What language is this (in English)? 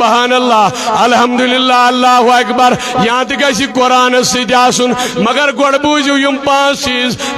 Kashmiri